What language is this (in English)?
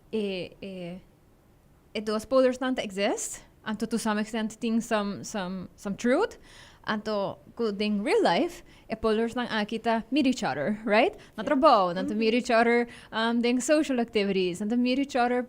Papiamento